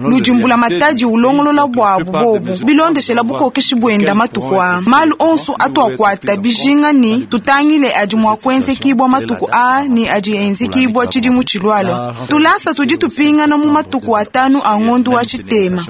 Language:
Luba-Lulua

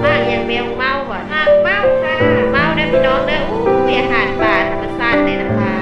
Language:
Northeastern Thai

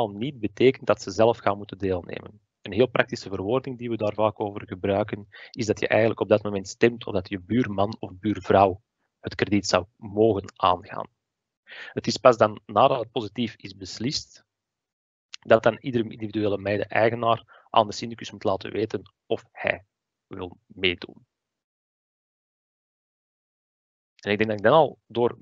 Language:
Dutch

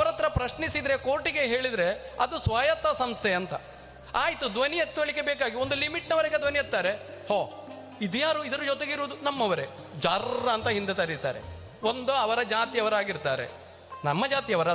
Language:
Kannada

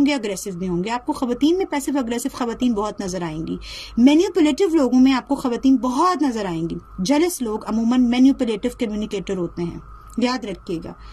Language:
Urdu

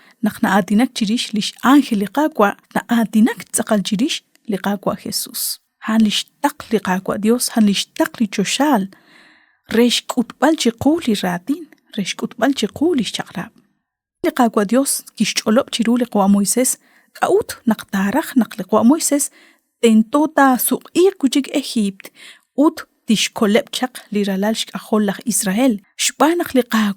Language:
Kekchí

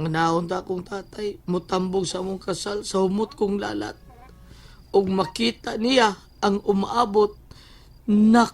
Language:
Cebuano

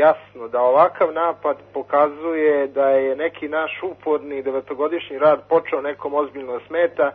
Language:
Serbian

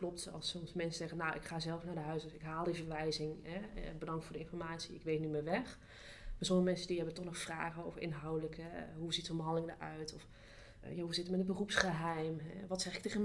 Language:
Dutch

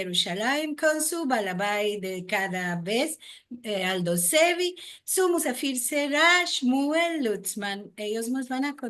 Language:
Ladino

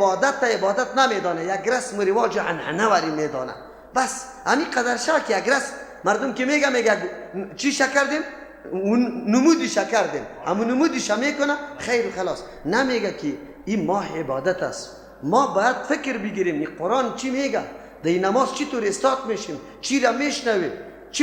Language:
Persian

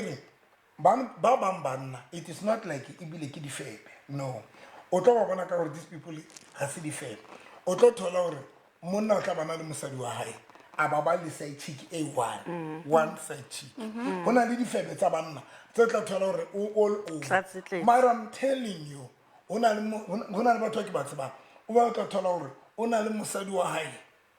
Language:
Southern Sotho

